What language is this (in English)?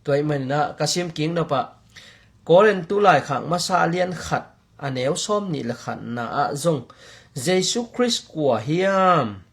Tedim Chin